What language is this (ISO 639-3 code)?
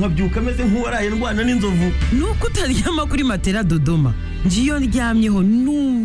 kin